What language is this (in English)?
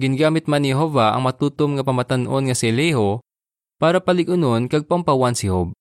Hiligaynon